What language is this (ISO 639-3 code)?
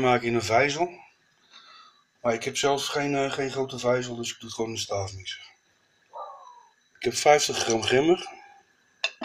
nld